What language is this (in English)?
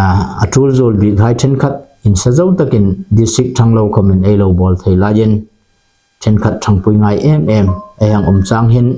Hmar